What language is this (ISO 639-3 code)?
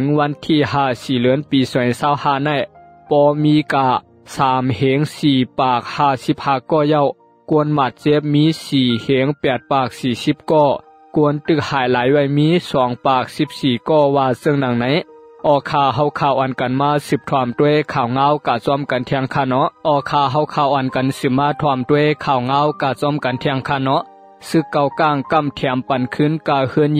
shn